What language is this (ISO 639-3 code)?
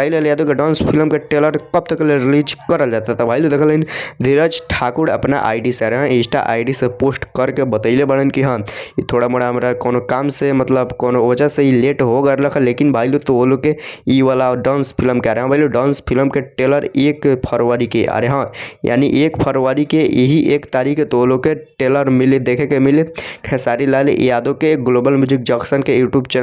bho